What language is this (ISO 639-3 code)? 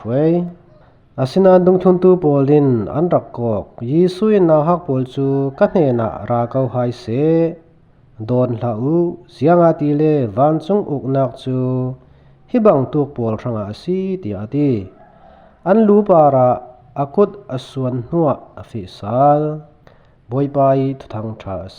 cfm